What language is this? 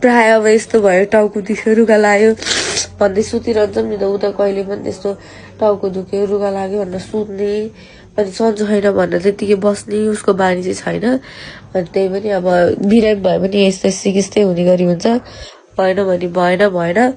Nepali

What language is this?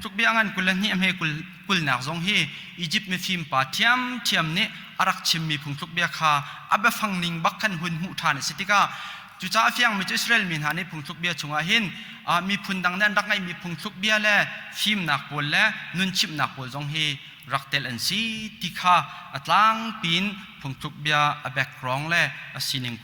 Hakha Chin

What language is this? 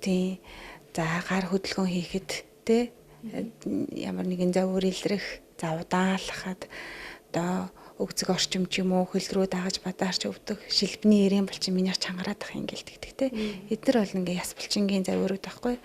Mongolian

